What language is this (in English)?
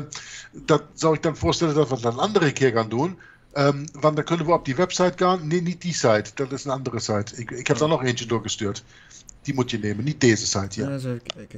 Dutch